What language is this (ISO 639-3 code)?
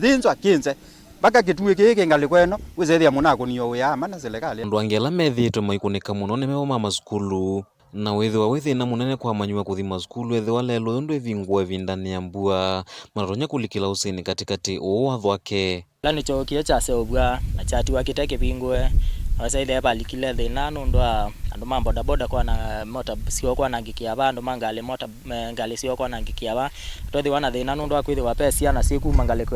kam